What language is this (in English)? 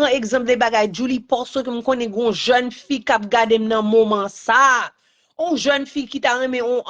Haitian Creole